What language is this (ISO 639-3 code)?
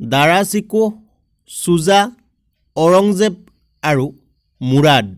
asm